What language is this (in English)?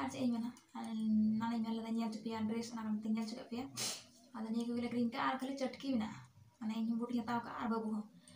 Santali